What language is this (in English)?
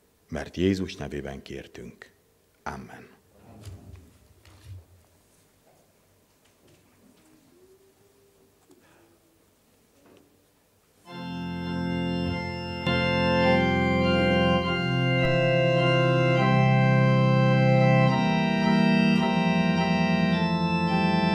Hungarian